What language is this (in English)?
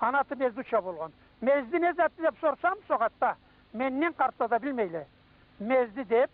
Karachay-Balkar